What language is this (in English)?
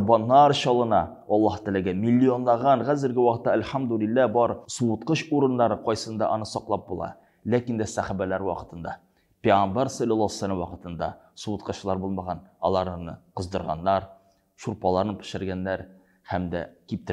Tatar